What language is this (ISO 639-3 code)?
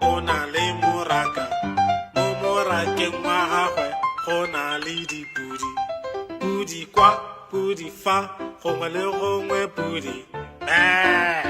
tsn